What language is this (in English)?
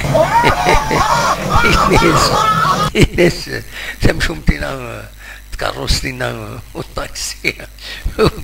Kabyle